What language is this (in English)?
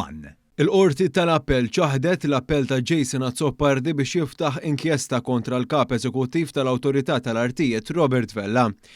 Maltese